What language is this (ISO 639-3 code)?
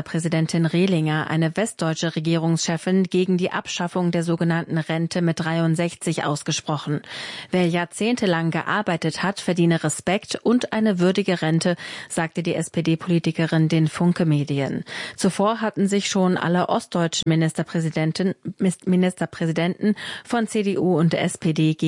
deu